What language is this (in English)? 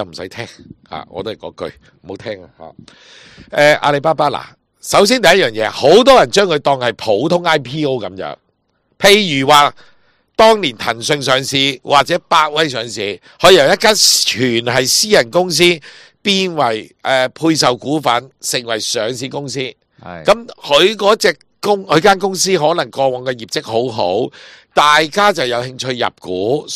Cantonese